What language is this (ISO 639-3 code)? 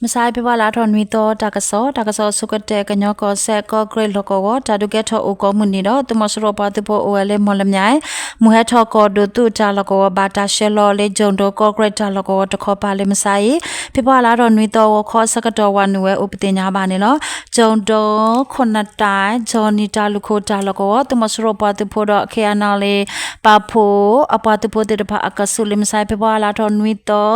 ksw